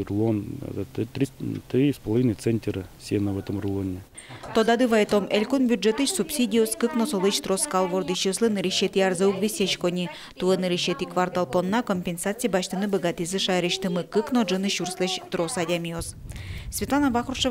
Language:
Udmurt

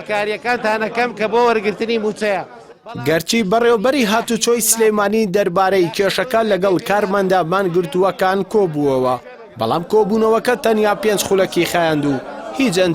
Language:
Central Kurdish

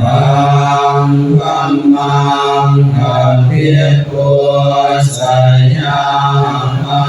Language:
Pali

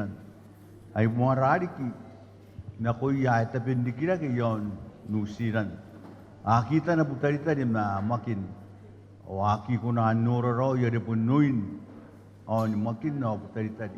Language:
Gilbertese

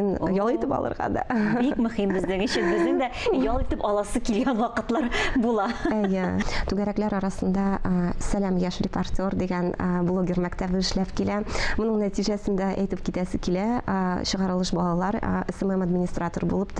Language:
Tatar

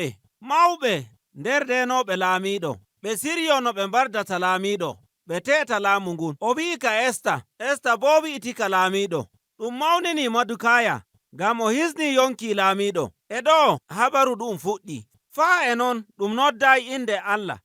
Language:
Nigerian Fulfulde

